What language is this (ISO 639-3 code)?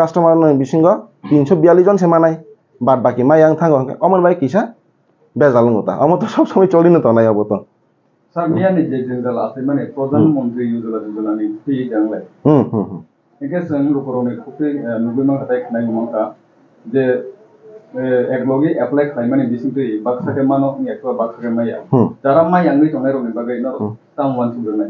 ria